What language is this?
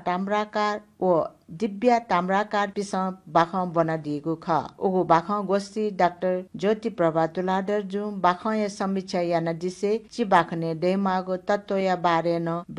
Newari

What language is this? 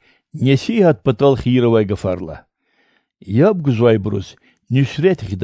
Lezghian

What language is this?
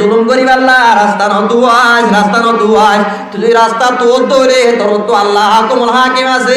Rohingya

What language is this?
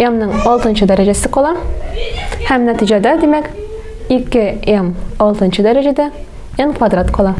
Tatar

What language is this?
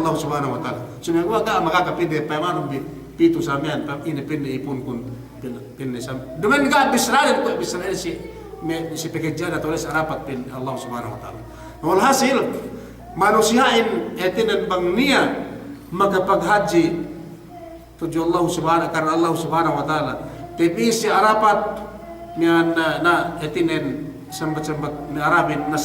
Yakan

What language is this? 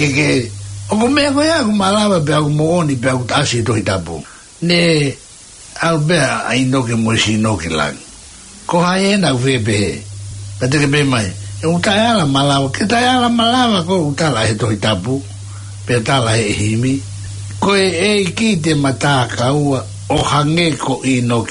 Tongan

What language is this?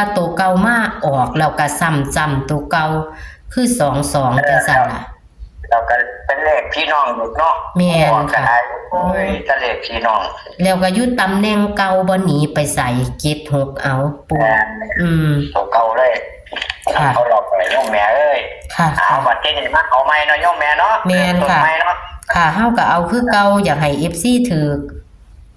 Northeastern Thai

